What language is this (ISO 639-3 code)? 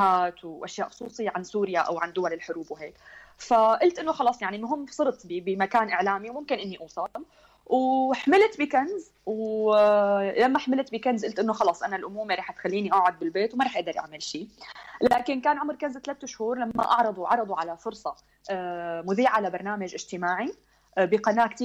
apc